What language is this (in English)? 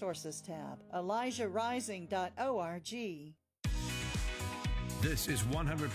English